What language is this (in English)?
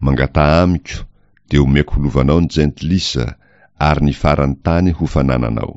Malagasy